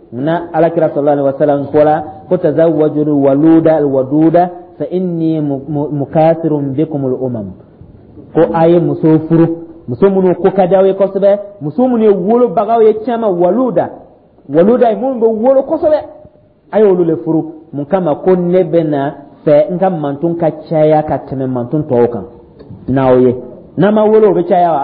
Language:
Dyula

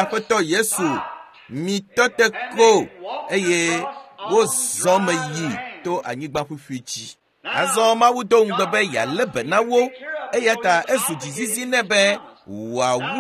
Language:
Ewe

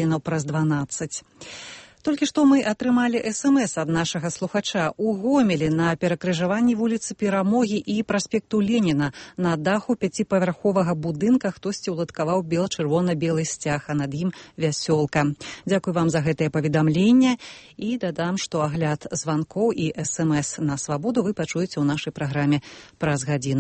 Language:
Belarusian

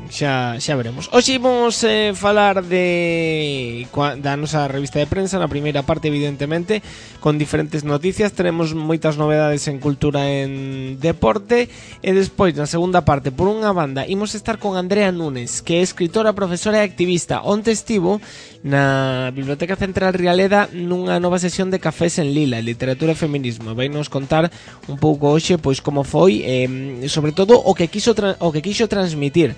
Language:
Galician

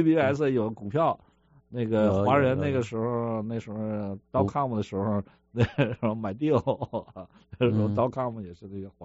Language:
Chinese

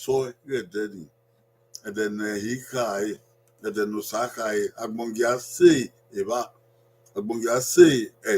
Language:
Bini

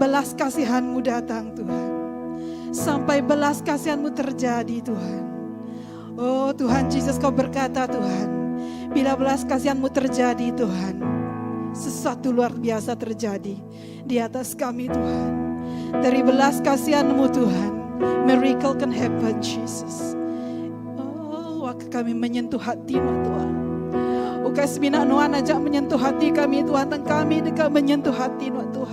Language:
Iban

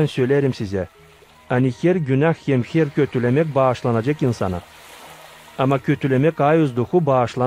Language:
Gagauz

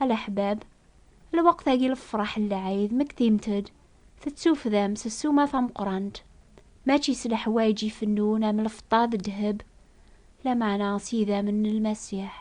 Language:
Kabyle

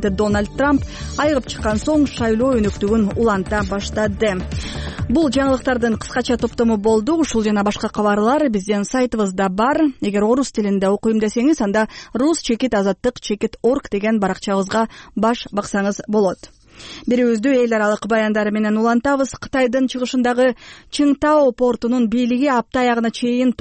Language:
Kyrgyz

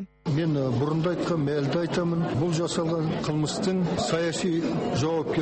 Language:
Kazakh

